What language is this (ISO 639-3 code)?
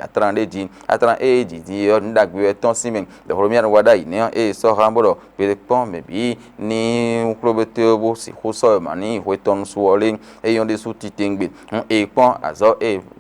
fon